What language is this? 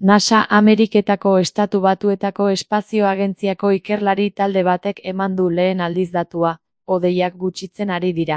Basque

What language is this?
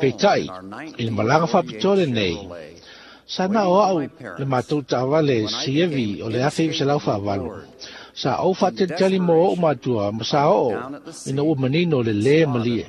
Samoan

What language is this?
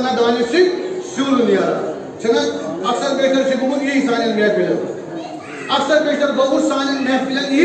Kashmiri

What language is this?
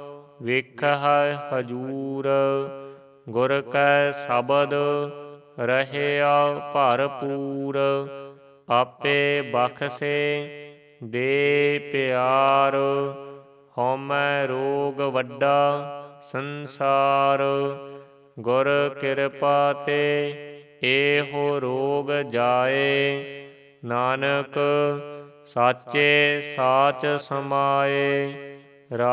Punjabi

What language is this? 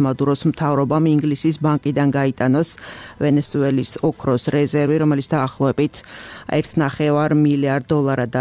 Georgian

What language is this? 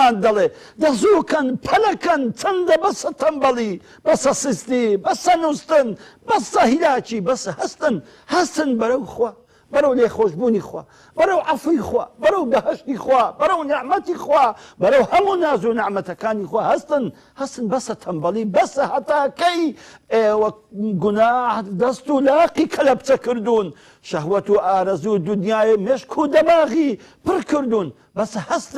Central Kurdish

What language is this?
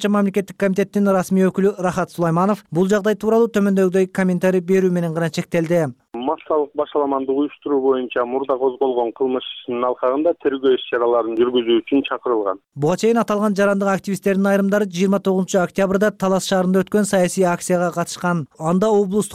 Kyrgyz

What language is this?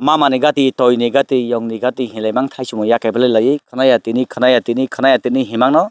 Kok Borok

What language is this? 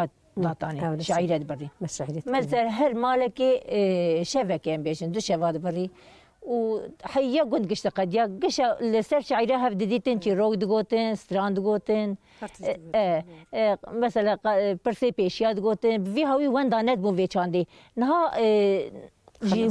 Kurdish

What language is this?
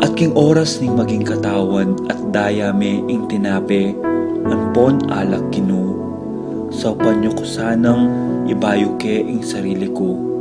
Pampanga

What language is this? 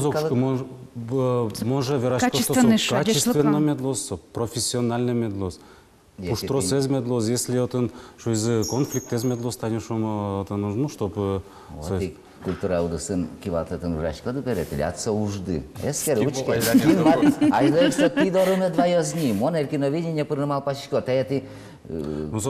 Udmurt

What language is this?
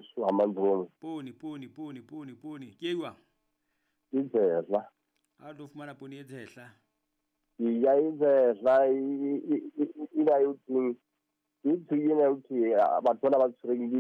Southern Sotho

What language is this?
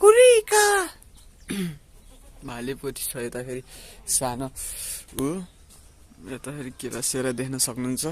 Nepali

